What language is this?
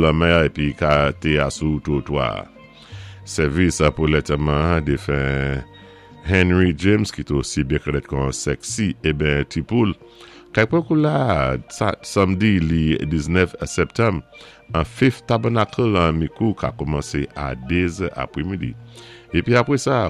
Saint Lucian Creole French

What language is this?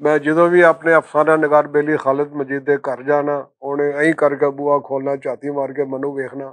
Western Panjabi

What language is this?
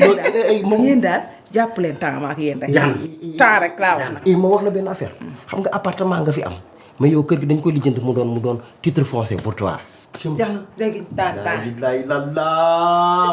Wolof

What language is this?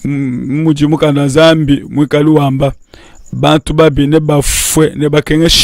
Luba-Lulua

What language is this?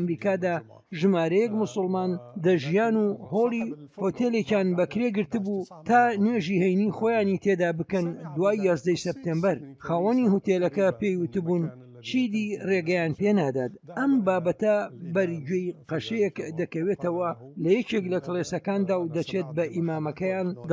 Central Kurdish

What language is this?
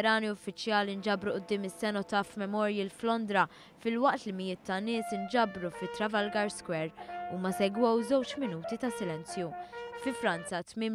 Maltese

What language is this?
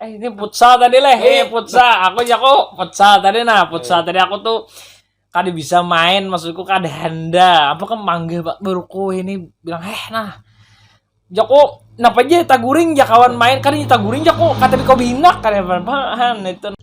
Banjar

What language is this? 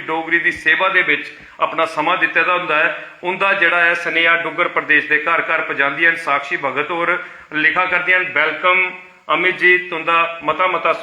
Dogri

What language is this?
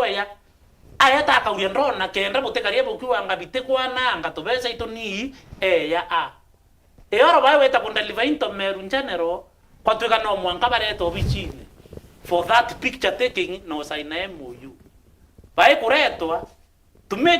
Meru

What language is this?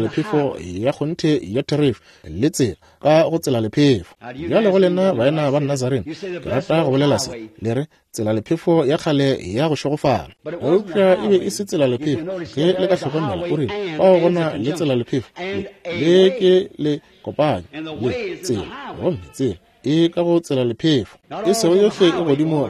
Northern Sotho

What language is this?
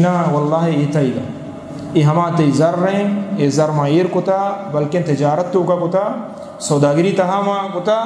Eastern Balochi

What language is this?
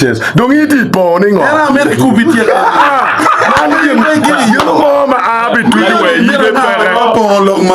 Acoli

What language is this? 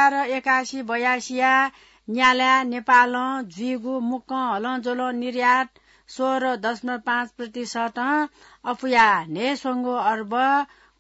Newari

